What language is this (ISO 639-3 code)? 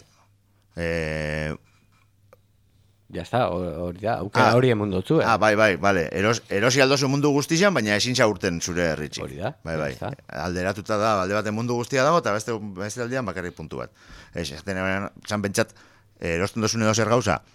eus